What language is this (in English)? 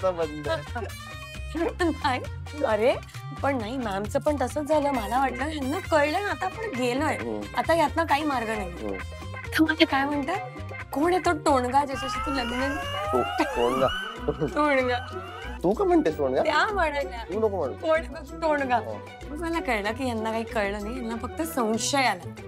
Marathi